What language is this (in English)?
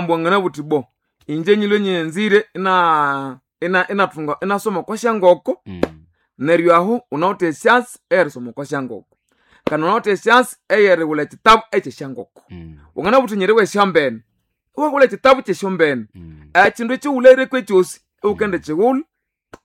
Nande